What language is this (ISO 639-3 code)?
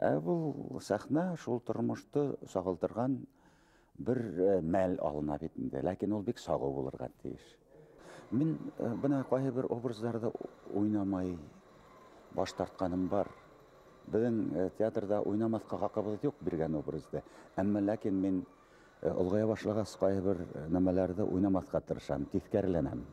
bak